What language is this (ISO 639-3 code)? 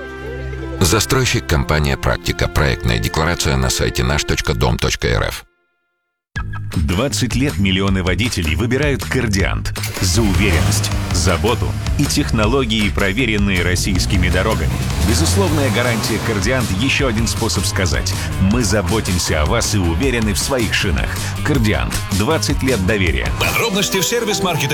rus